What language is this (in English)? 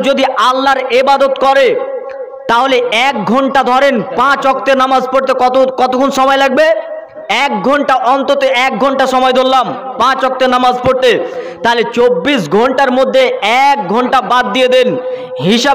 Bangla